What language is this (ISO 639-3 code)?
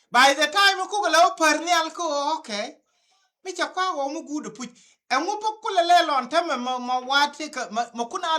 nus